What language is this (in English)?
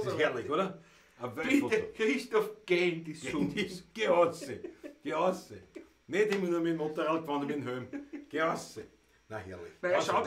Bavarian